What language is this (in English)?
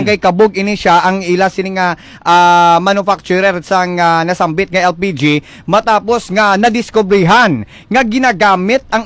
Hiligaynon